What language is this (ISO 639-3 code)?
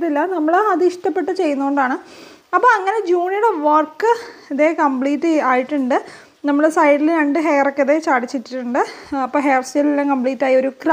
mal